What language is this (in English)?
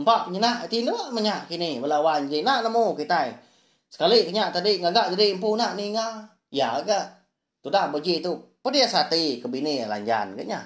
Iban